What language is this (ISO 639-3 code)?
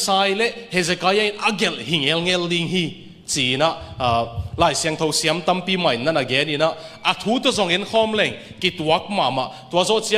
ctd